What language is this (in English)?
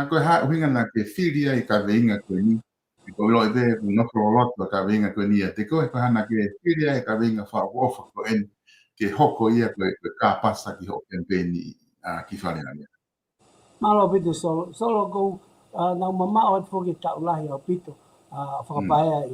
Tongan